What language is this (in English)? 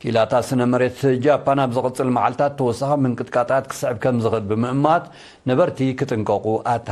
Tigrinya